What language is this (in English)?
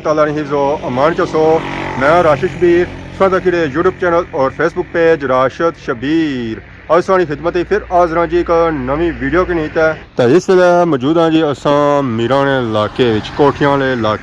Pahari-Potwari